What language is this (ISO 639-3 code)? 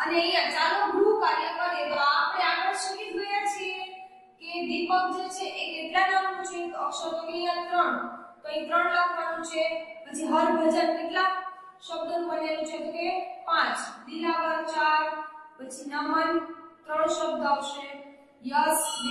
guj